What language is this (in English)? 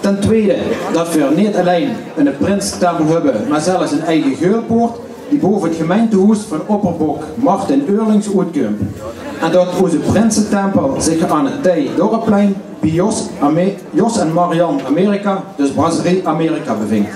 Limburgish